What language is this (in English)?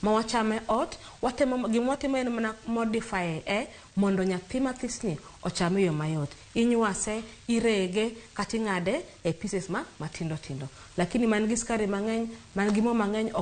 Luo (Kenya and Tanzania)